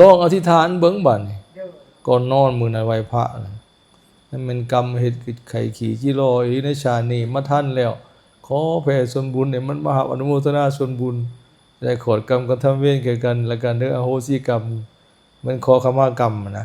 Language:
Lao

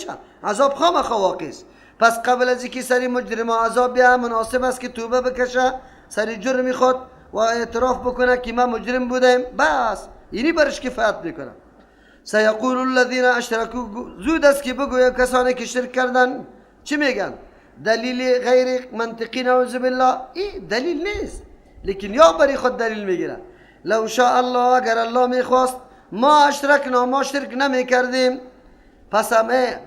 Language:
Persian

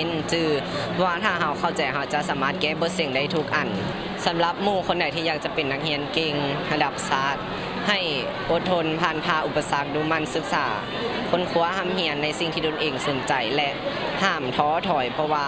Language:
Lao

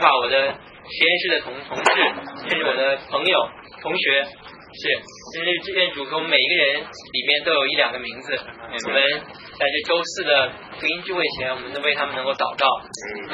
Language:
Chinese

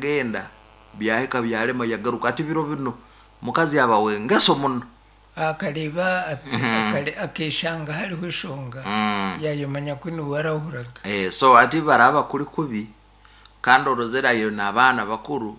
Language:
Nyankole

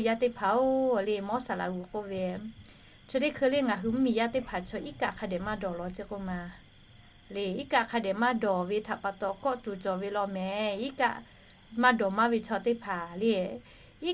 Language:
Lahu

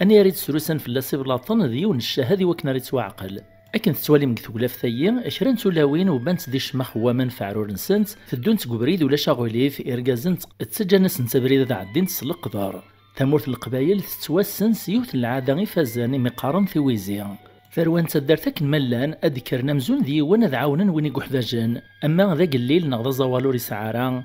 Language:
Kabyle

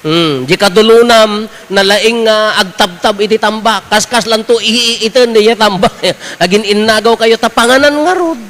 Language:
Iloko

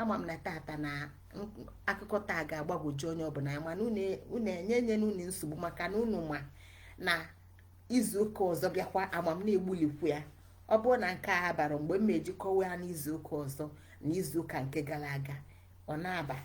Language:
Igbo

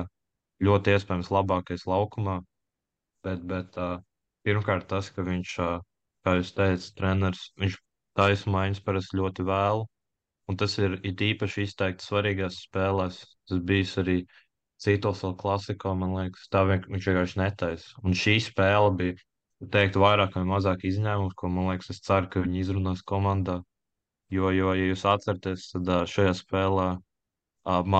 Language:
Latvian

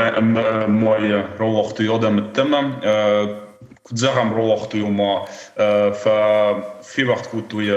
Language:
Ossetic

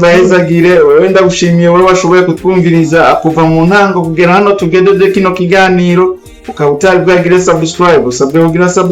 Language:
Rundi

